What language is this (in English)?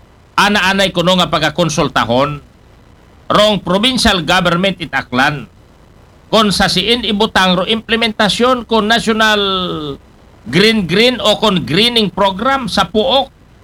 Aklanon